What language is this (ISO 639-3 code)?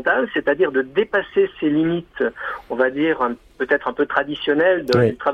fra